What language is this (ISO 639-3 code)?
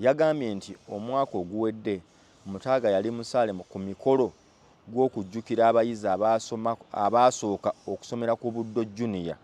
lug